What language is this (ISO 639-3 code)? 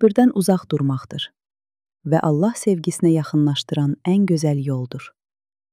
aze